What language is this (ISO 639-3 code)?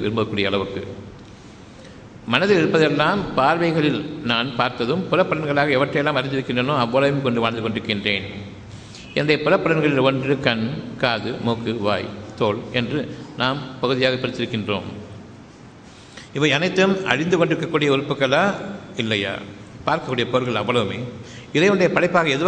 tam